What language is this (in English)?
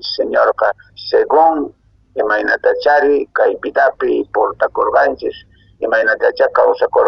Quechua